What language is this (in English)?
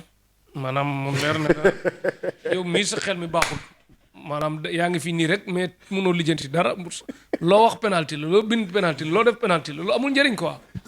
Wolof